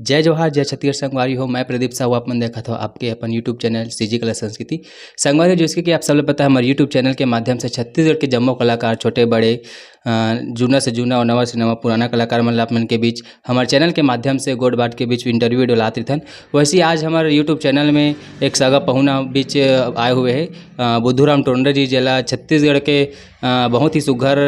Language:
Chhattisgarhi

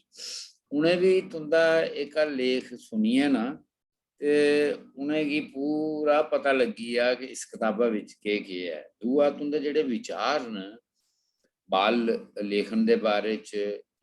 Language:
Dogri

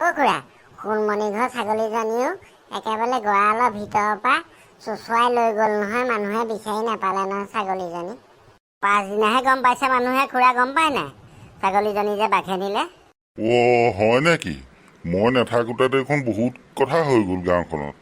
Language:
Assamese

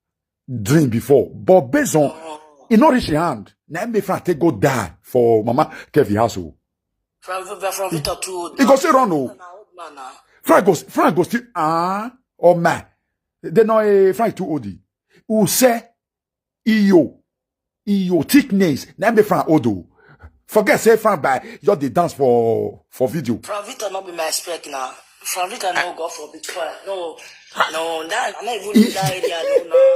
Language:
Nigerian Pidgin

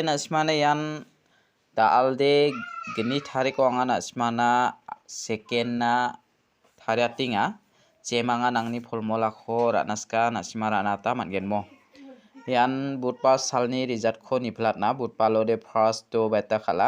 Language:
Garo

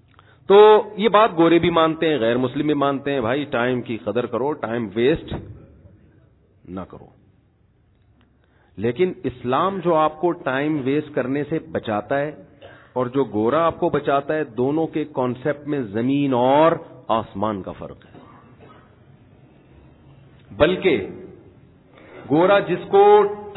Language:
Urdu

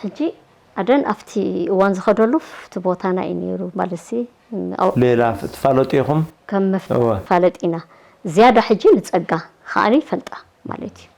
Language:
Tigrinya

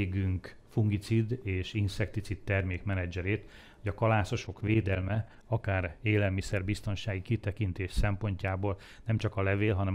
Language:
Hungarian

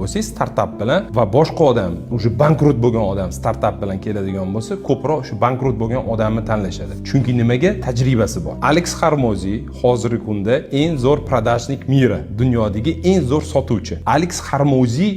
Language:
Uzbek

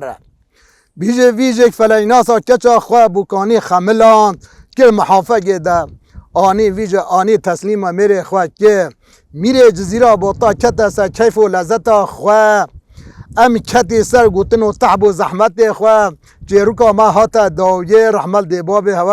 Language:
Kurdish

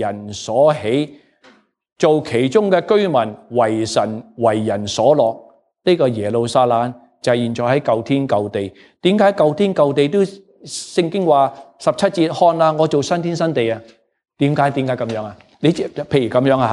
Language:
Cantonese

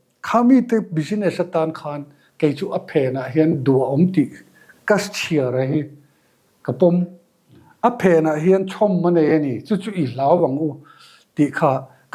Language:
Mizo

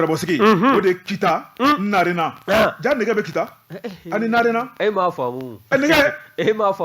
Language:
Bambara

